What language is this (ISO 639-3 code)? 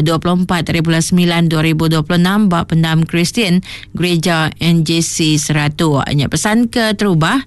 iba